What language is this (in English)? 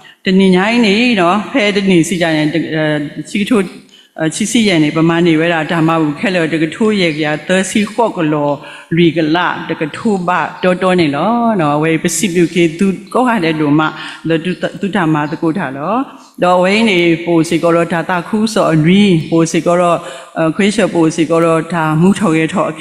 S'gaw Karen